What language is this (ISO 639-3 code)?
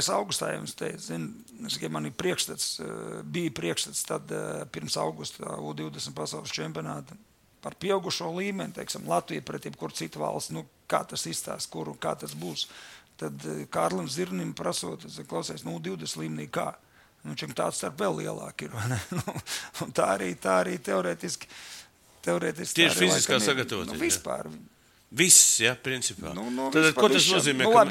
lav